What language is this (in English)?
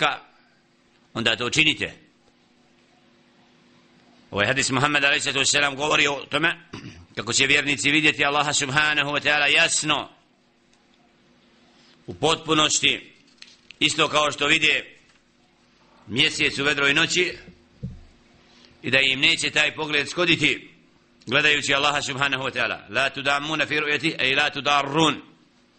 Bosnian